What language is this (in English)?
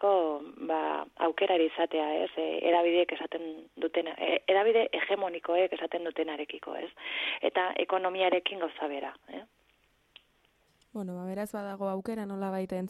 Basque